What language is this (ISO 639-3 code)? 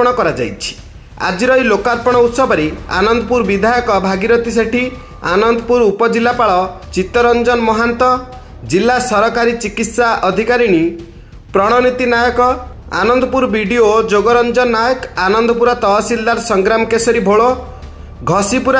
ori